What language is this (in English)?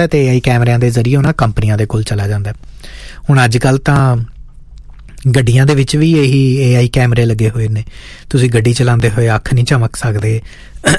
Punjabi